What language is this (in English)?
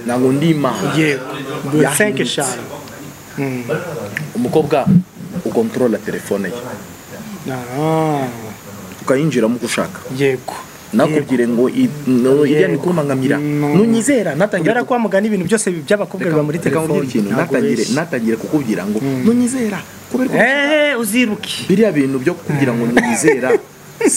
Kinyarwanda